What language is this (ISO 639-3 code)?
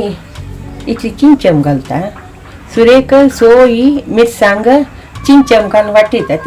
kok